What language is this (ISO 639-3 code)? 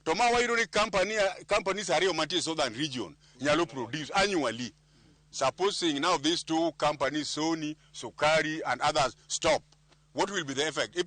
luo